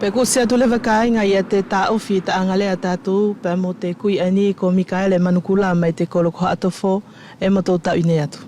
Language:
Wallisian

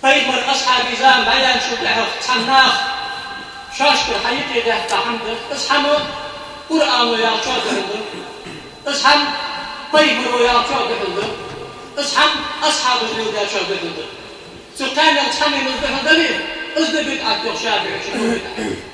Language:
Ingush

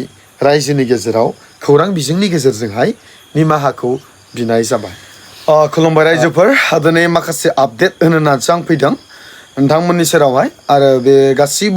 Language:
Bodo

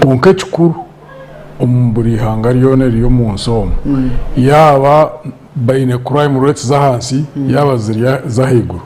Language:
Nyankole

